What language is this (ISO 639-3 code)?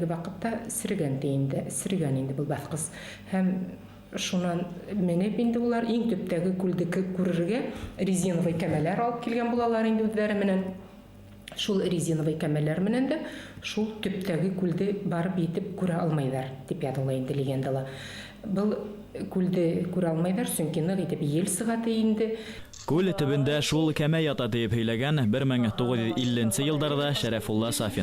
bak